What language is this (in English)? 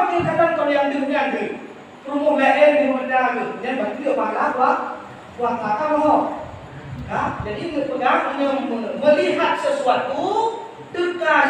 Achinese